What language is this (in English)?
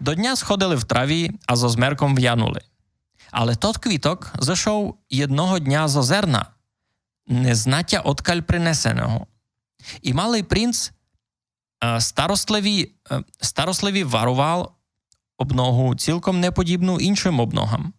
Rusyn